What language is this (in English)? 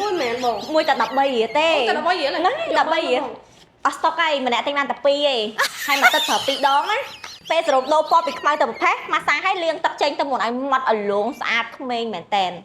Khmer